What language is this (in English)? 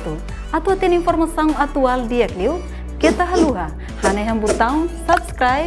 Tetum